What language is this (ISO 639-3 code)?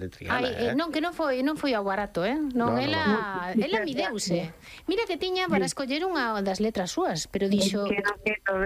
glg